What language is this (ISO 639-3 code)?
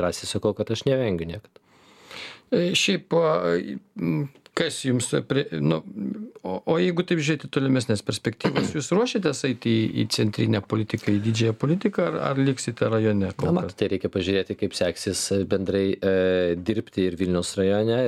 lit